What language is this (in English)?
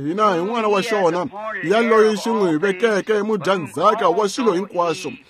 Tsonga